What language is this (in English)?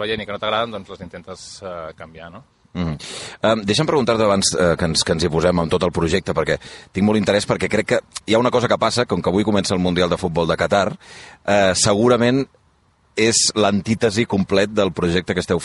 Catalan